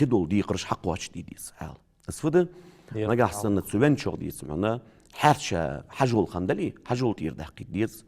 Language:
Ingush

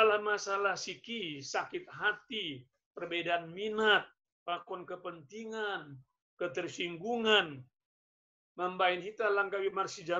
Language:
Batak Simalungun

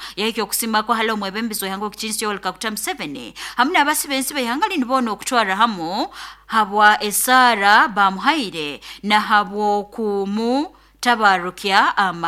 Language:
Nyoro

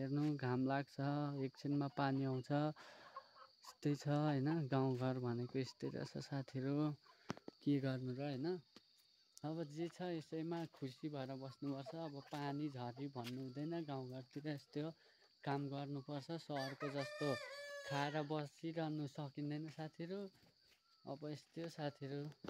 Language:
Nepali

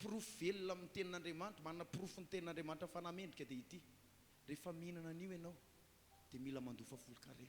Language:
Malagasy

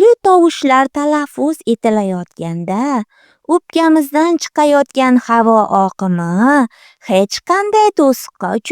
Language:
Uzbek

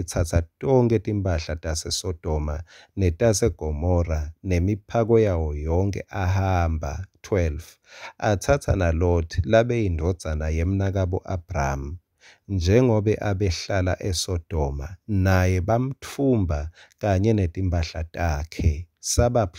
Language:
Swati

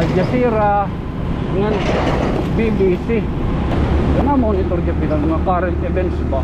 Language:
Waray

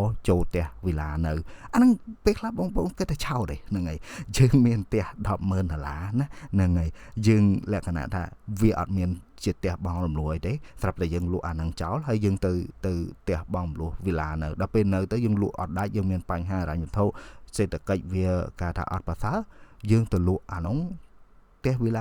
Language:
Khmer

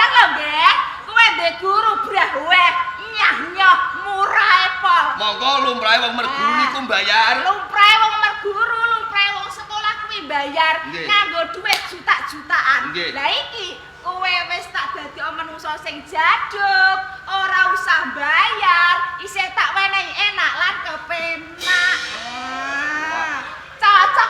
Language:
Javanese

